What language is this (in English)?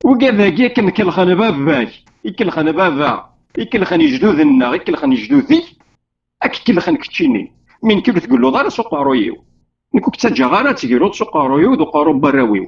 Kabyle